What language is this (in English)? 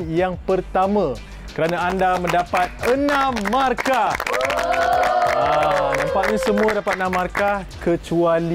Malay